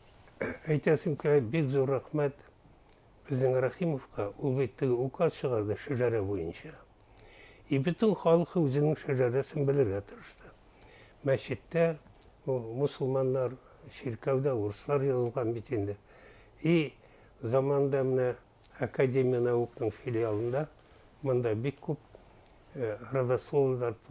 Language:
Bashkir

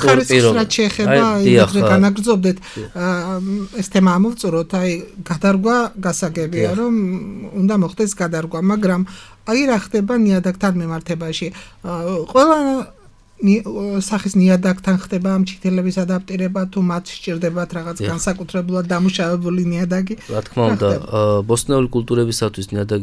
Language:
Georgian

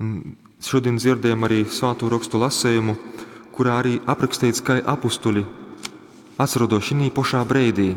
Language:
Latgalian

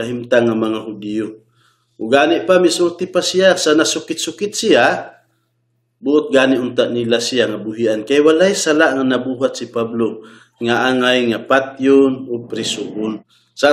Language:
Cebuano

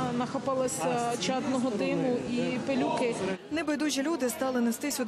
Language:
Ukrainian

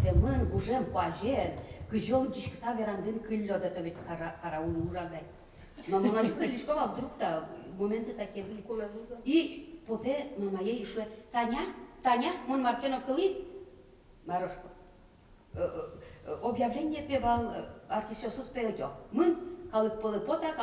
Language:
Udmurt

